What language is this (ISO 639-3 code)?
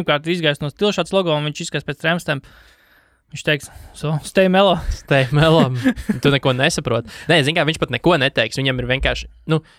lav